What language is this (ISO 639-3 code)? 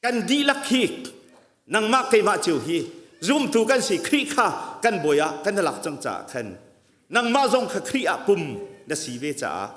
cnh